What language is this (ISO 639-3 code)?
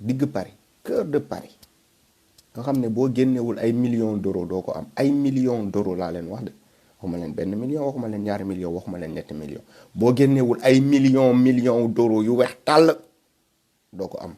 wol